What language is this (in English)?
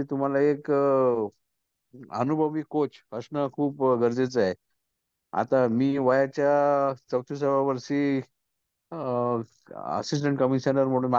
Marathi